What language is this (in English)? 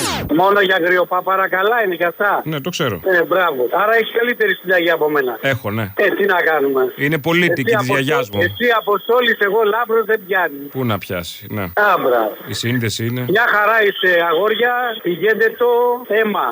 Greek